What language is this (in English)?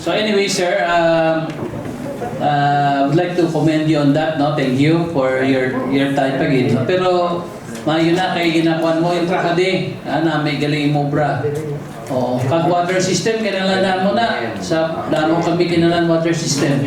Hiligaynon